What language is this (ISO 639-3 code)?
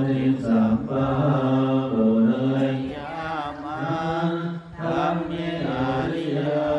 pli